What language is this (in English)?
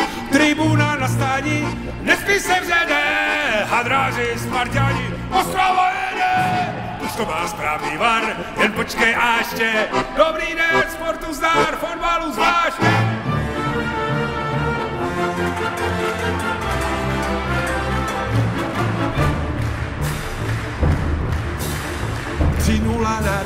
Czech